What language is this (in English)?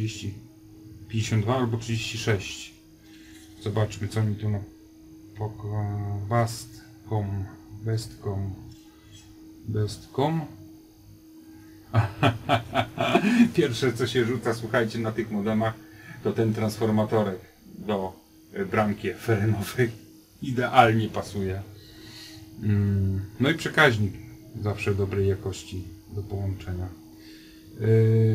Polish